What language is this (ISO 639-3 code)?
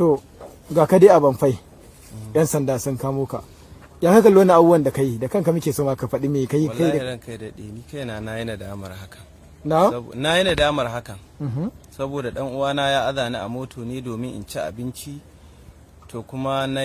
hau